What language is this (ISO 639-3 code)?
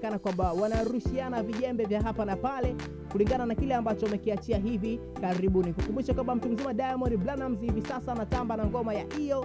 swa